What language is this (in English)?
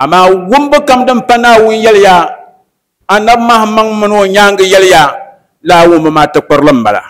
Dagbani